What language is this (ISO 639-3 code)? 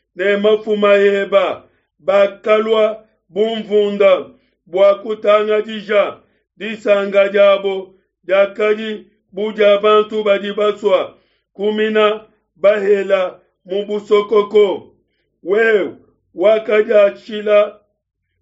lua